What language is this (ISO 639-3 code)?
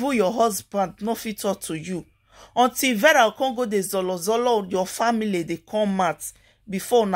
pcm